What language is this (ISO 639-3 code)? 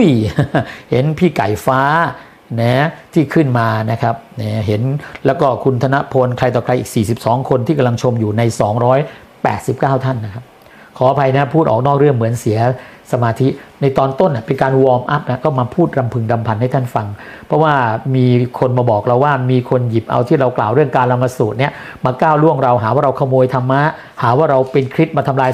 tha